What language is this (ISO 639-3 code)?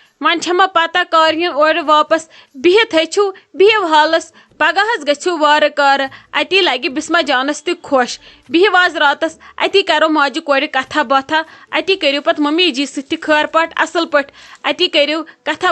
kas